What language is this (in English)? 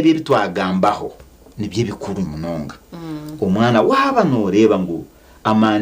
Nyankole